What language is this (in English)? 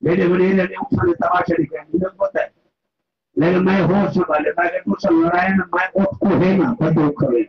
Saraiki